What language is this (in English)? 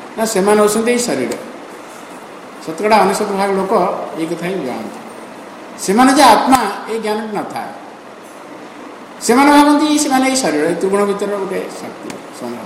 Odia